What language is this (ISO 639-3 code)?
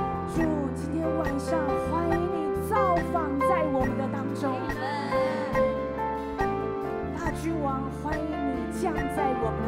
zho